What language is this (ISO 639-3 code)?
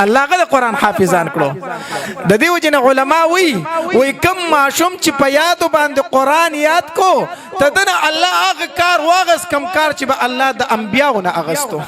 pus